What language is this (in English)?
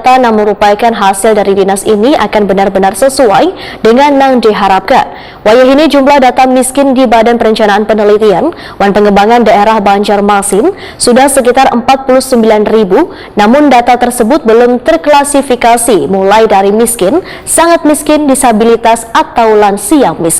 Banjar